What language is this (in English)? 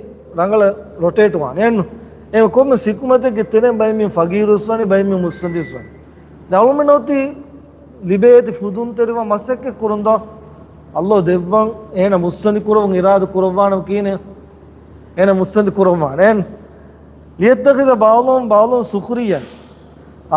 Divehi